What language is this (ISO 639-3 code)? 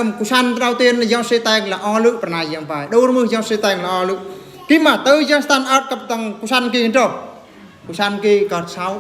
bru